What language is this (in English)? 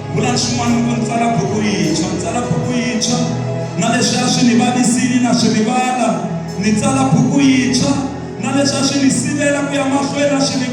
Tsonga